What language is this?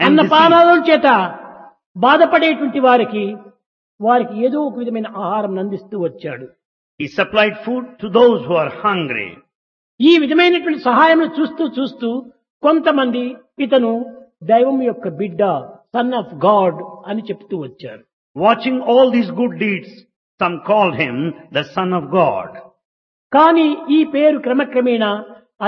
Telugu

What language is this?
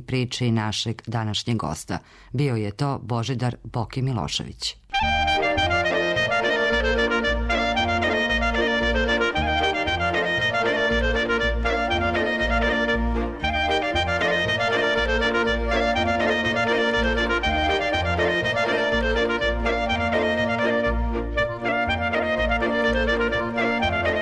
Serbian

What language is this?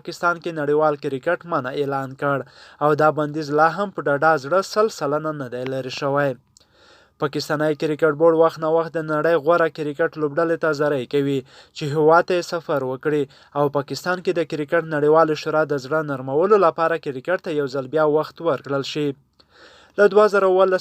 Pashto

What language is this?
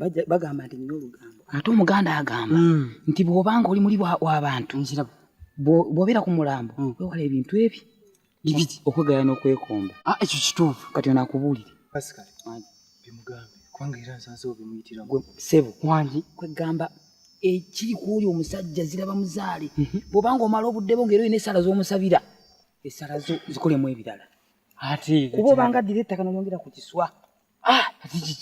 Ganda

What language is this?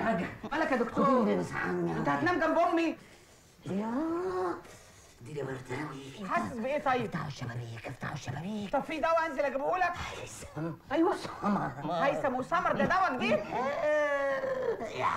Egyptian Arabic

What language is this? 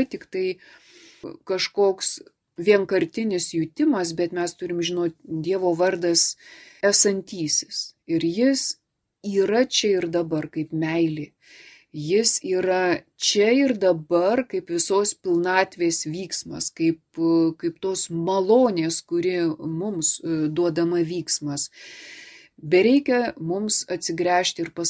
Lithuanian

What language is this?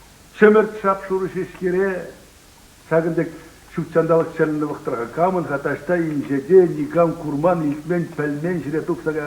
Chuvash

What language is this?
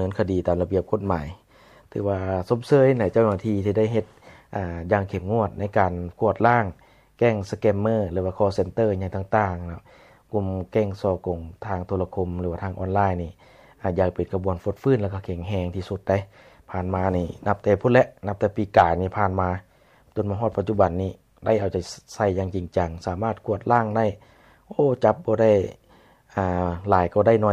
Lao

